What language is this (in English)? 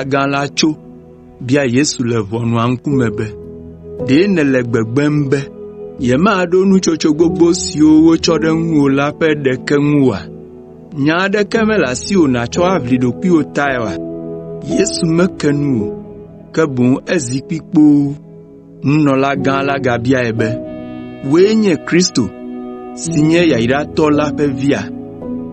Ewe